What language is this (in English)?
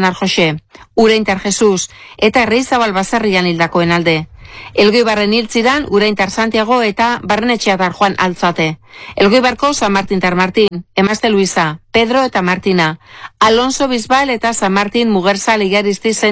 Basque